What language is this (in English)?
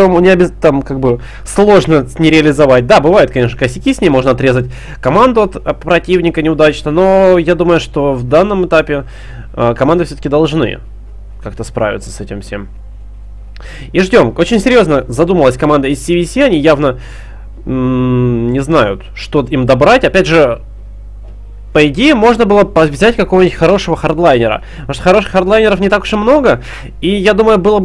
Russian